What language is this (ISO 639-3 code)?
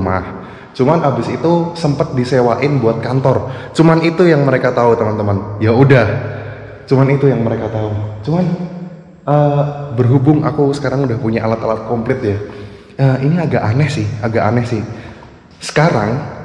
ind